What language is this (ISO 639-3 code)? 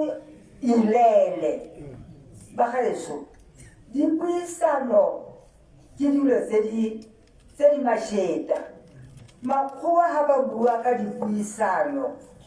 tsn